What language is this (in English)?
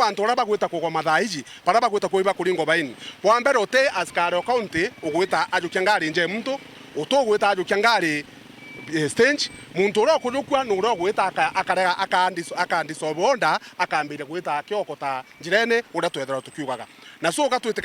Meru